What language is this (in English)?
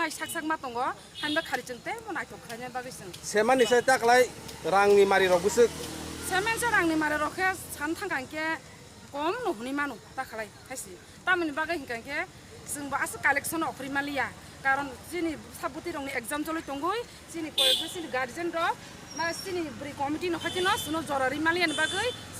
Kok Borok